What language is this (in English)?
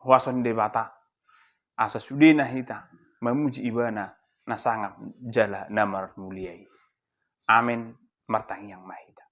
Batak Toba